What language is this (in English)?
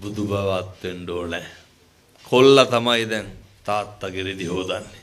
Sinhala